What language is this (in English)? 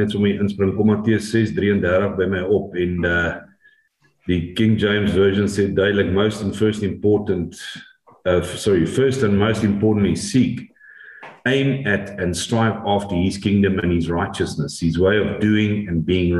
Afrikaans